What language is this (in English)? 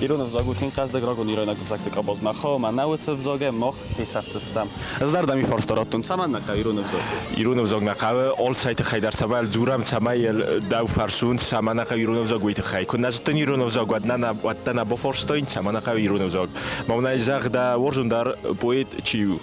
Ossetic